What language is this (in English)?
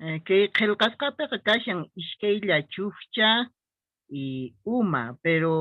Quechua